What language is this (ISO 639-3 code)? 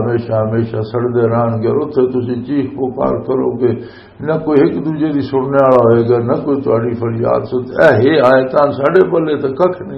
lah